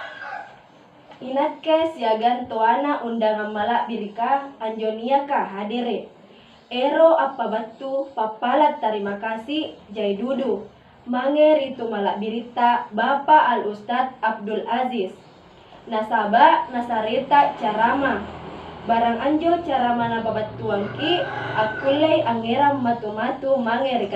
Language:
Makasar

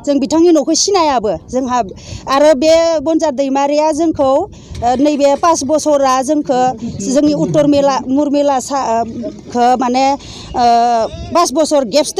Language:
Bodo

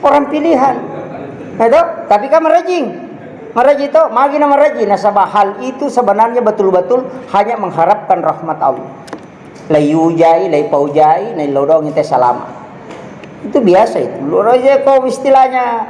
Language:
Buginese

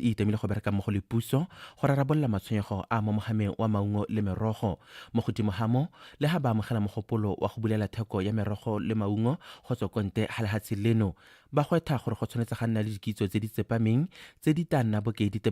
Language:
Tswana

